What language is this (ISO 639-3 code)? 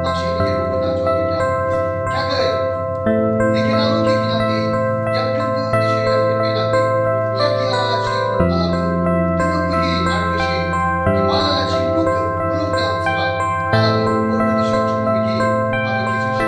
yim